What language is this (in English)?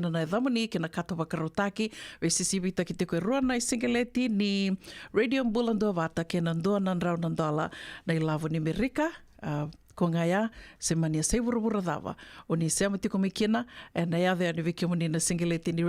Fijian